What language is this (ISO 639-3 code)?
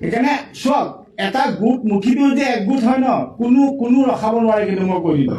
asm